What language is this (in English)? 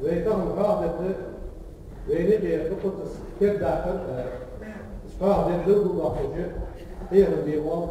Ingush